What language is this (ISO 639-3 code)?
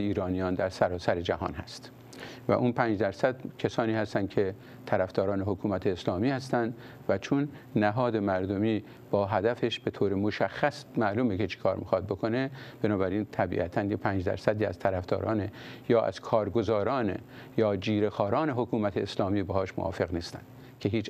fas